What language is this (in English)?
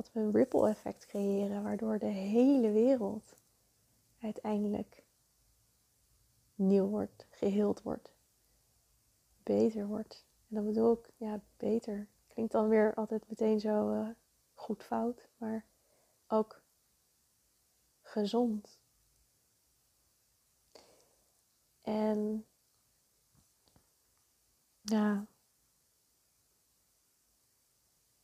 Dutch